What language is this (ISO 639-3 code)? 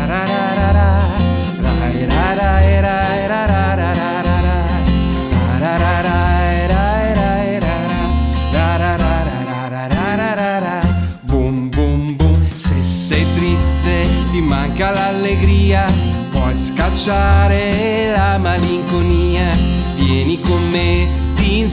ita